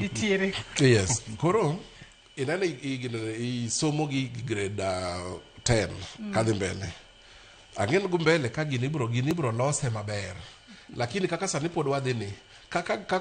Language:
Luo (Kenya and Tanzania)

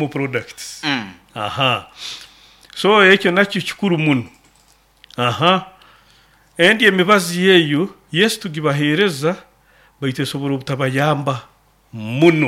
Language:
Nyoro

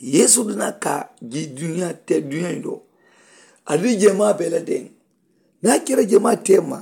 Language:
Mandingo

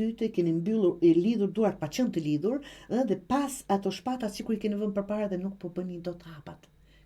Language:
Albanian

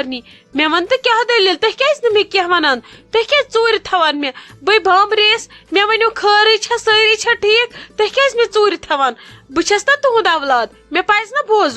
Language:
Kashmiri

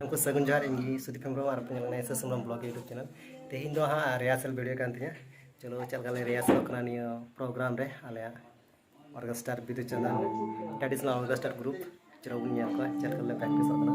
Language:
Santali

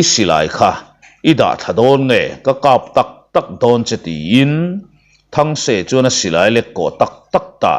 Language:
Mizo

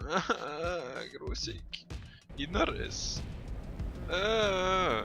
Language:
Swiss German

